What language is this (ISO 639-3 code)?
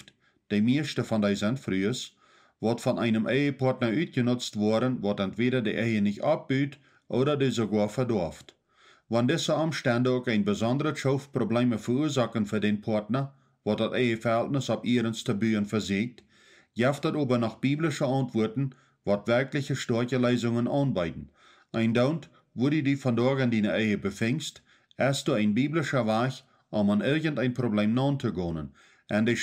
pdt